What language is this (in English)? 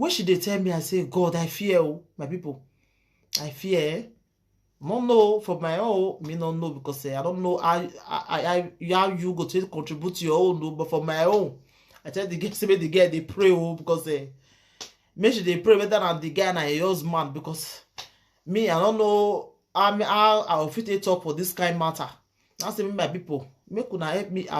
Nigerian Pidgin